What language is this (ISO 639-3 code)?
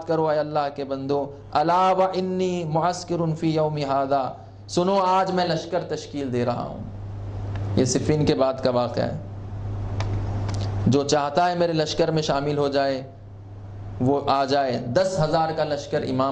urd